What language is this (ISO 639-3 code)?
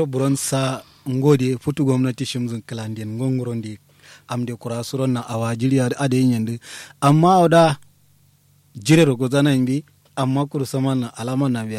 kau